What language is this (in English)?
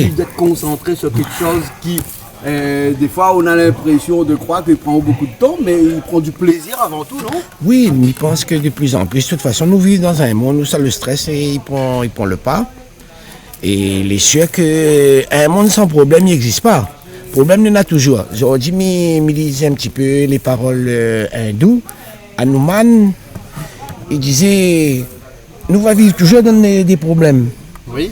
Réunion Creole French